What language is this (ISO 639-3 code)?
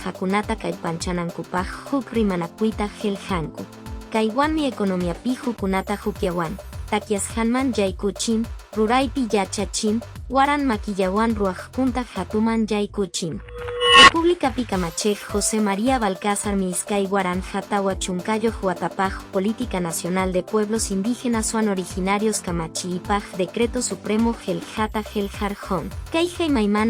que